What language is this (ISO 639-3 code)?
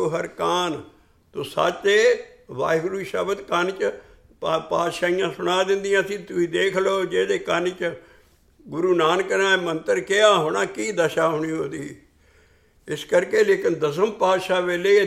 pan